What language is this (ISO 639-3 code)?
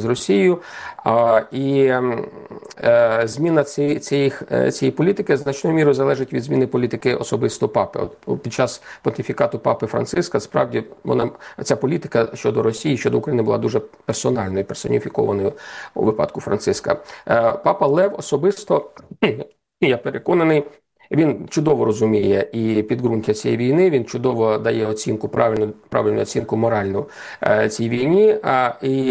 ukr